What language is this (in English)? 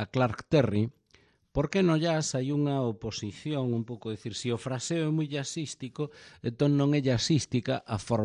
Galician